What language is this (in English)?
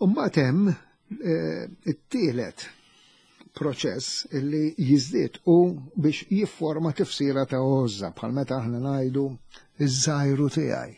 Maltese